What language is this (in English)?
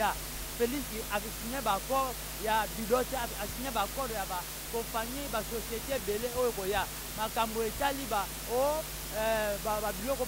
Lingala